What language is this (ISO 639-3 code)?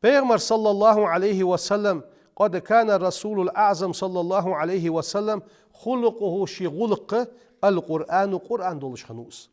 inh